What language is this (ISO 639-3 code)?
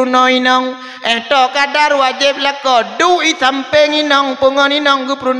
ace